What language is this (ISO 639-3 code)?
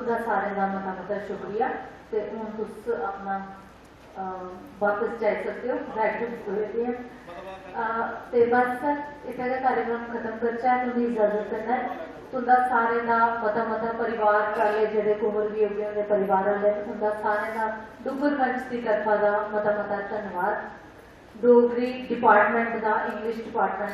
doi